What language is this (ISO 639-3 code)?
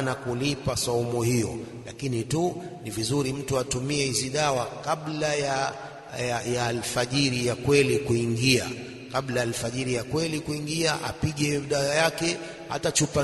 swa